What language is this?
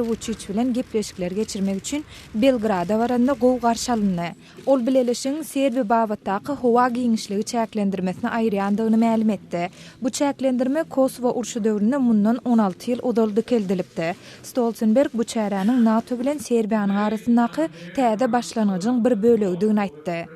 Turkmen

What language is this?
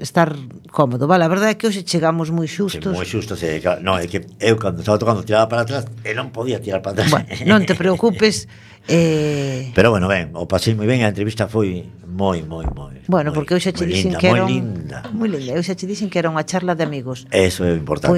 Galician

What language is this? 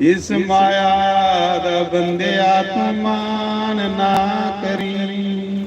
Dogri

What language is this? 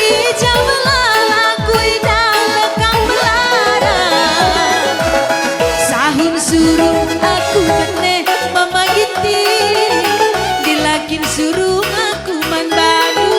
Batak Karo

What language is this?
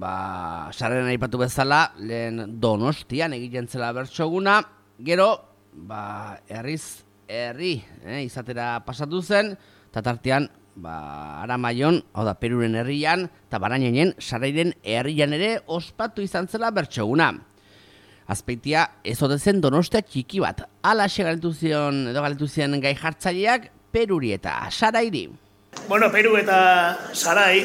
Basque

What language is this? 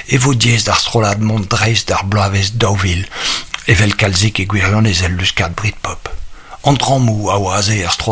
Breton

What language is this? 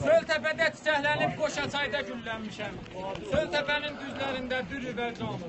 South Azerbaijani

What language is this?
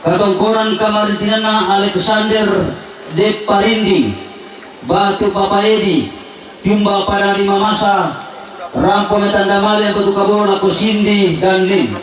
Toraja-Sa'dan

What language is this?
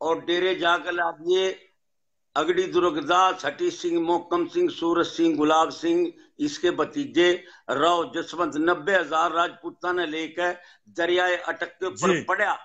Haryanvi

